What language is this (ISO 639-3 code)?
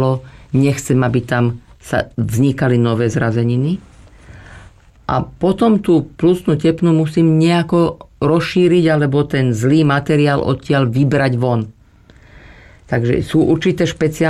slk